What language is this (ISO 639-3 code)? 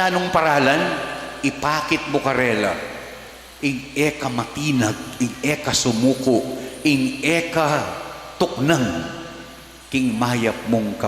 pam